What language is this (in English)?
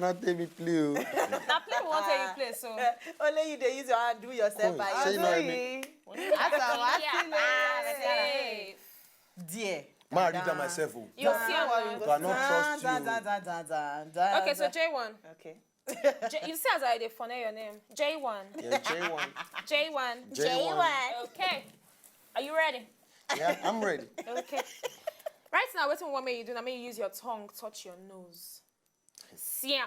Nigerian Pidgin